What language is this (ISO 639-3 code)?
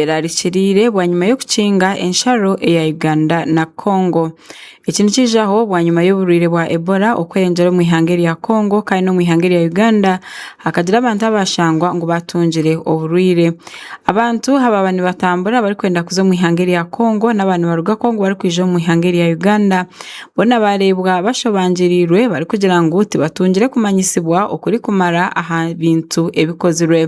nyn